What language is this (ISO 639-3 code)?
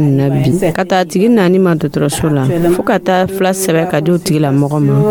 dyu